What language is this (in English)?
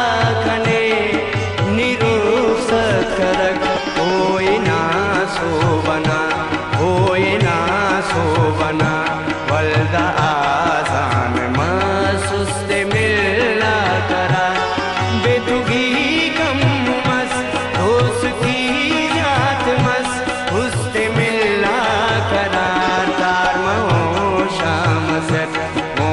Brahui